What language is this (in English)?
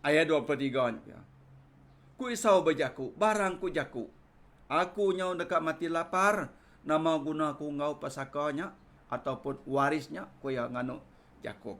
Iban